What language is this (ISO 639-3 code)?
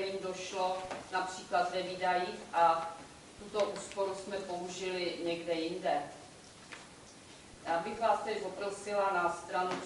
ces